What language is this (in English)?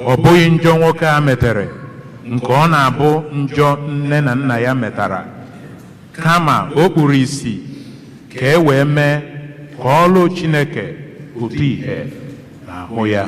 Igbo